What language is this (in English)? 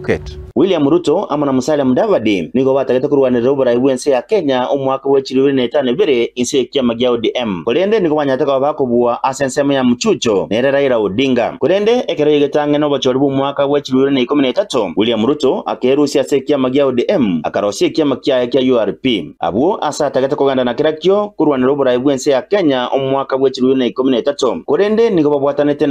Gusii